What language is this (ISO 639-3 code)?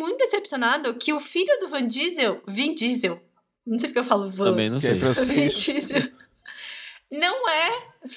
por